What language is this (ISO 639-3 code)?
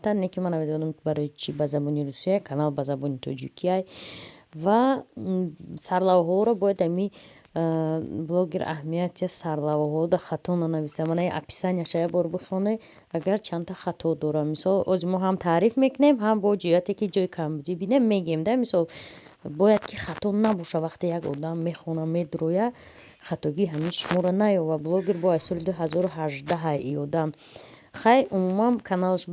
tgk